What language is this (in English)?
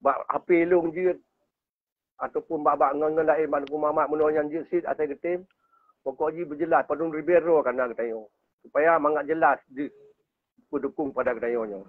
Achinese